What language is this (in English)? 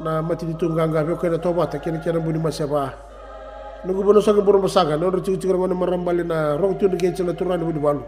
Fijian